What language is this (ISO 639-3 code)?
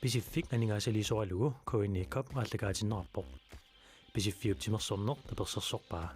kal